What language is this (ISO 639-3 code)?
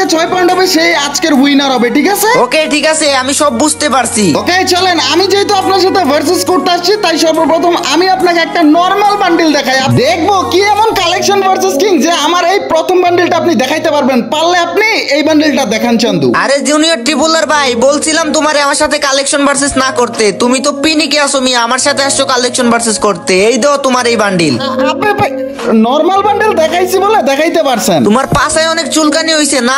ben